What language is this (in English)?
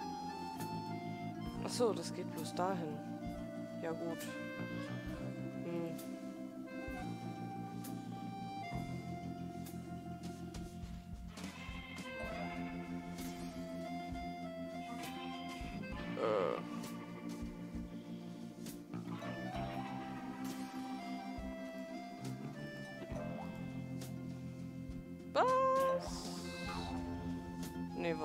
German